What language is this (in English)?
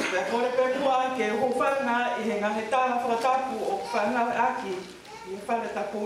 Tongan